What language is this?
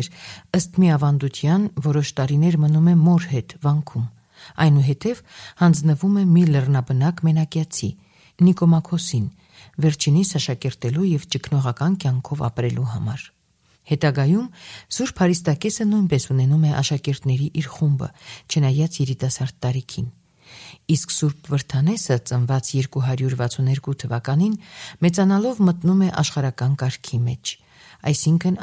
Armenian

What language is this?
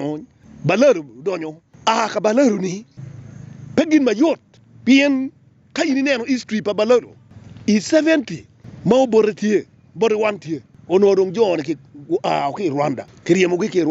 Acoli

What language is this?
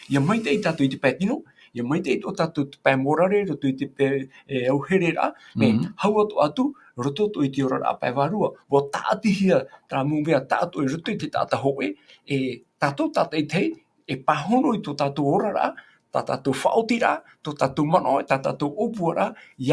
Tahitian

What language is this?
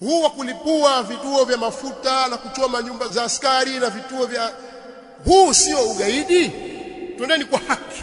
Swahili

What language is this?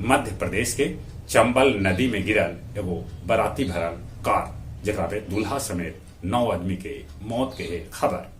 Magahi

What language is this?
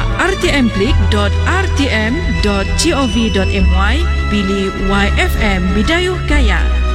Malay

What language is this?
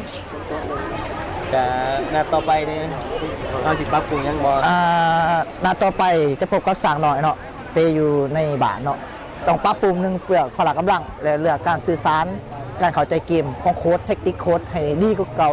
Lao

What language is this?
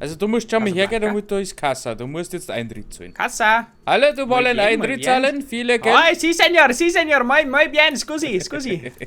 Bavarian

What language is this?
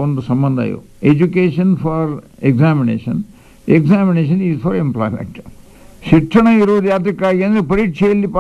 Kannada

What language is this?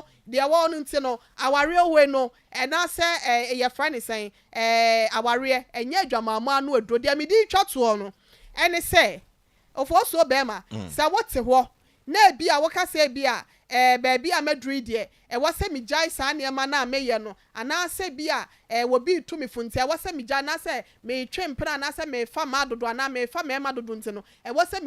Akan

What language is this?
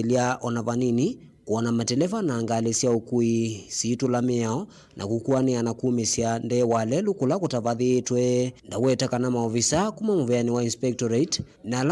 Kamba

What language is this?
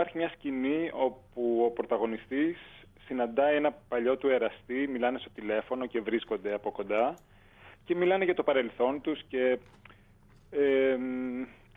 Greek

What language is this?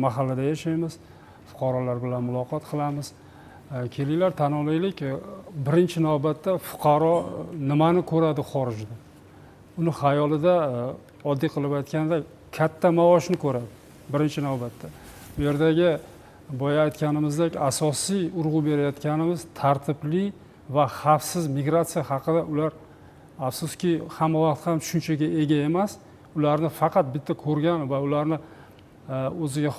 Uzbek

